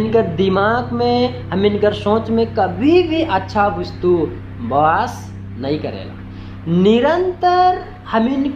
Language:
Sadri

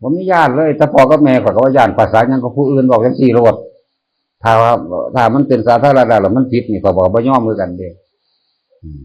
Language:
Northeastern Thai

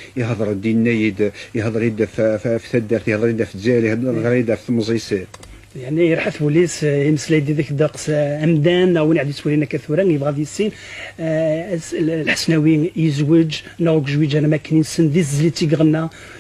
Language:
Kabyle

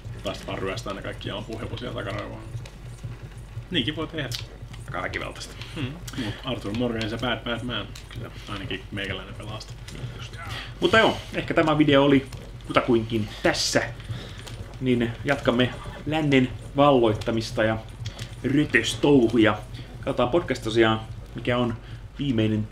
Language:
Finnish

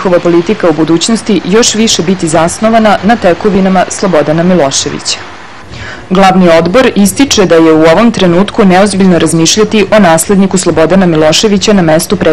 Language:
Serbian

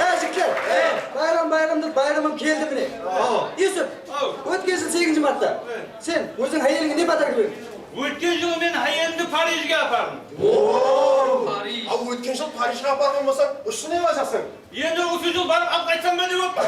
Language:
Kara-Kalpak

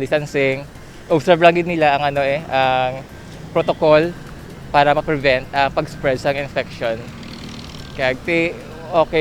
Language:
Hiligaynon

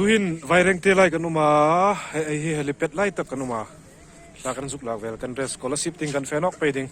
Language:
Mizo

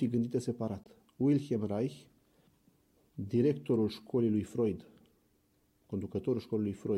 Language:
Romanian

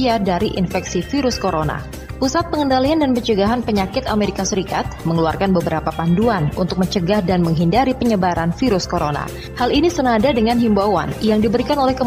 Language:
Indonesian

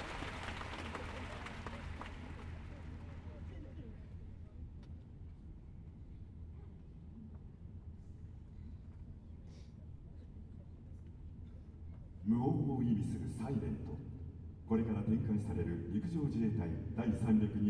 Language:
Japanese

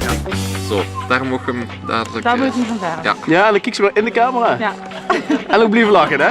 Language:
Limburgish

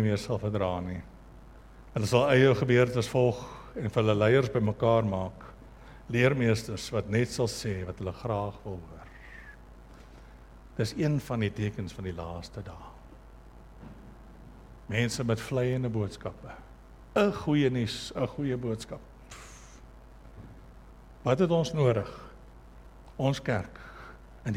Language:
Afrikaans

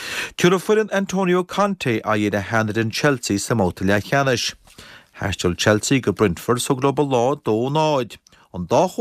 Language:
Irish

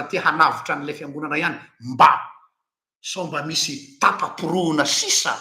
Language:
Malagasy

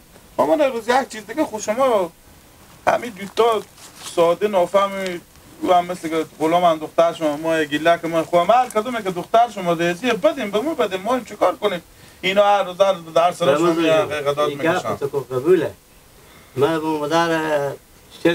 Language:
Hazaragi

